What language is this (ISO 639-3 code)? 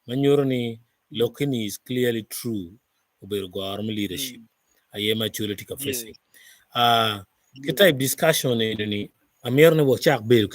ach